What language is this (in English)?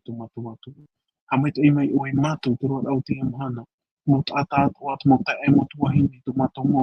Tahitian